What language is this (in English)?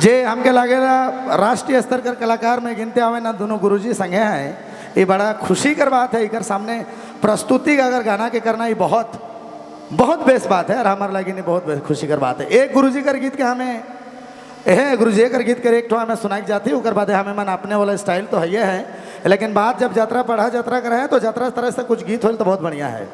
Sadri